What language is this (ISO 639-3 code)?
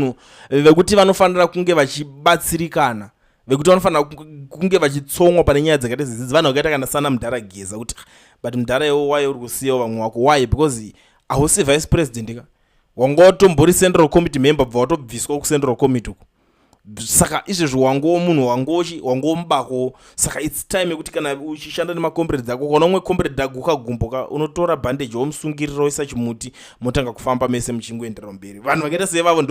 sna